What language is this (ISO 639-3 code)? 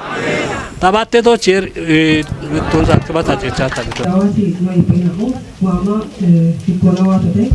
kbr